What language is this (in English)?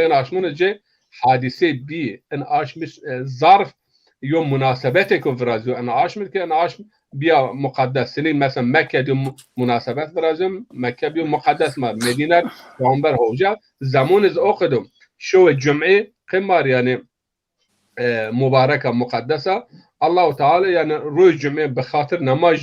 Zaza